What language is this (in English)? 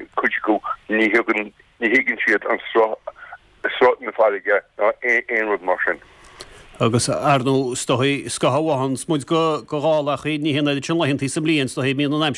Irish